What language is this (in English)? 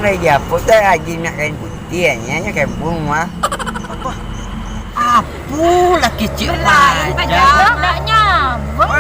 Minangkabau